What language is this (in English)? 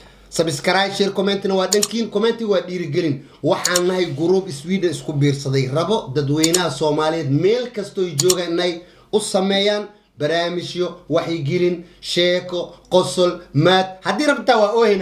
Somali